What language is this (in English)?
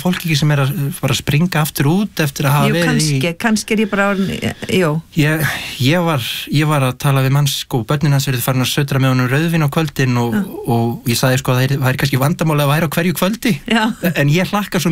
Icelandic